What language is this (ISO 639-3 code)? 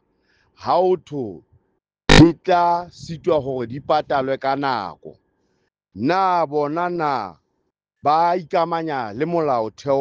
sot